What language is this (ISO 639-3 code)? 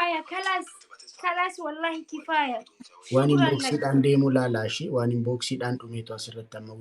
orm